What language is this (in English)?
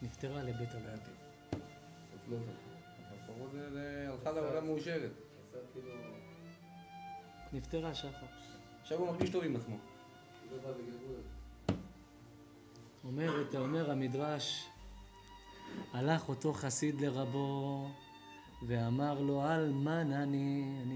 Hebrew